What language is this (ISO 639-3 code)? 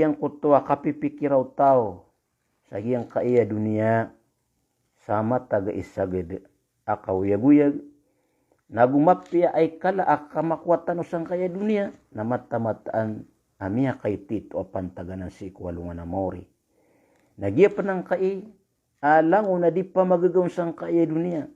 mrw